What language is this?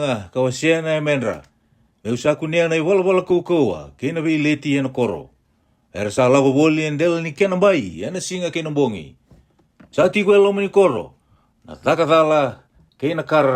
Fijian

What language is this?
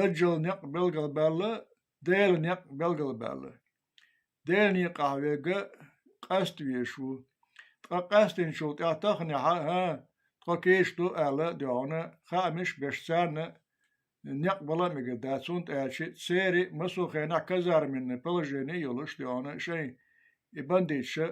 Chechen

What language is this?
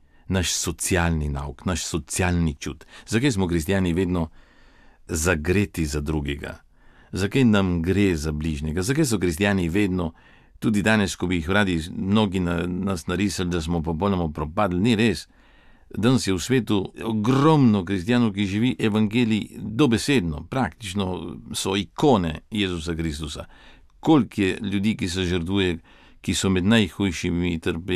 Slovenian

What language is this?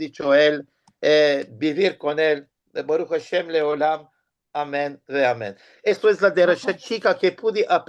Ladino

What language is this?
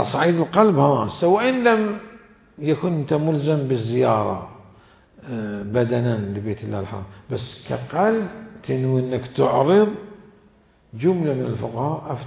Mesopotamian Arabic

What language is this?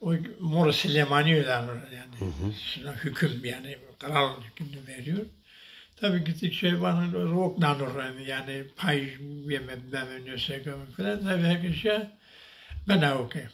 Zaza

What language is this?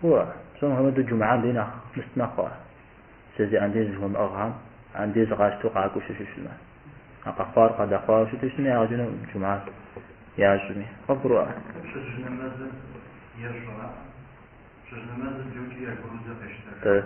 Kabardian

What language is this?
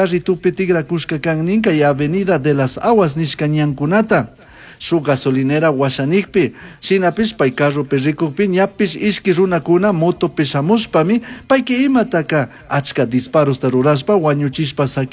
Chimborazo Highland Quichua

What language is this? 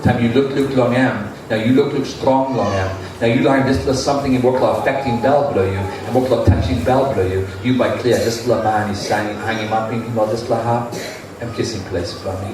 Tok Pisin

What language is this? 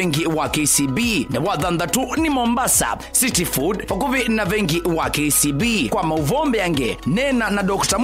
Kamba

